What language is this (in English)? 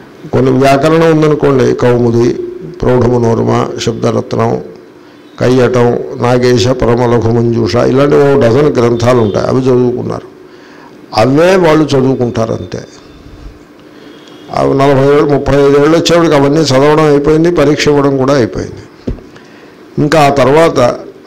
Telugu